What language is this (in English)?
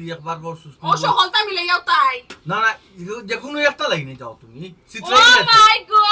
Sylheti